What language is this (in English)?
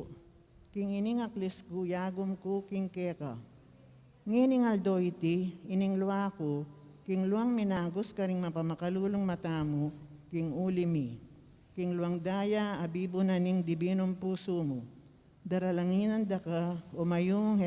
Pampanga